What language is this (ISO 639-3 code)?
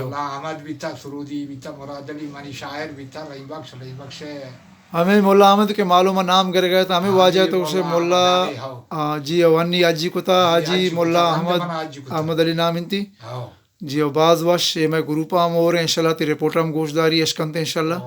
bgp